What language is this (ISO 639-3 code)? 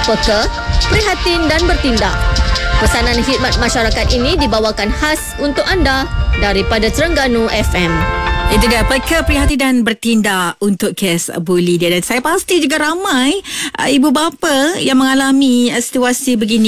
msa